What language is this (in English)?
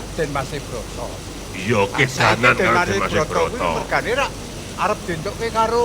Javanese